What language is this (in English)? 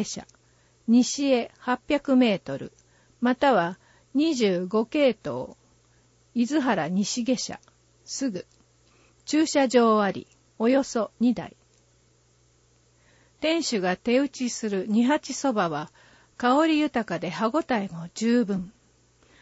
Japanese